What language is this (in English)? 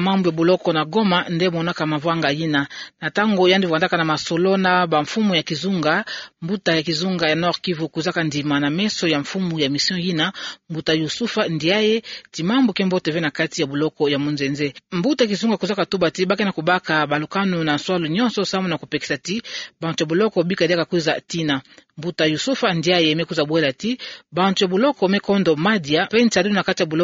Kituba (Democratic Republic of Congo)